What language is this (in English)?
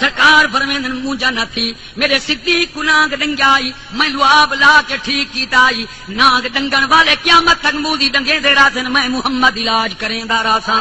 Saraiki